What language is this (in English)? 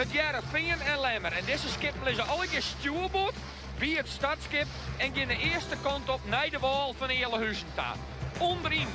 Western Frisian